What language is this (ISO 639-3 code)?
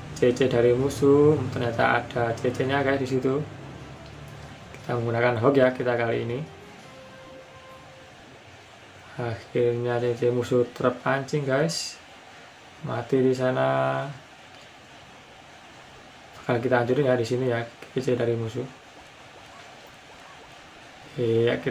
ind